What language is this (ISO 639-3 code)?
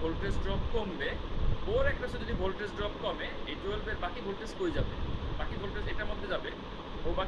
ben